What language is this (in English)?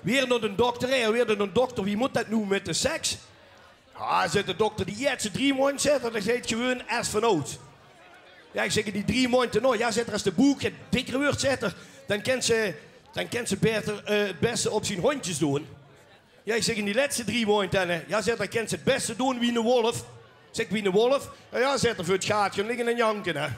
Limburgish